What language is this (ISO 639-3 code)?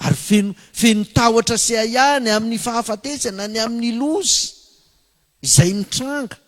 mlg